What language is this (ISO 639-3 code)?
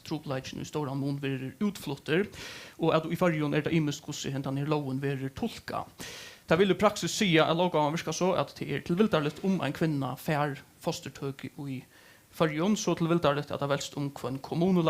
fao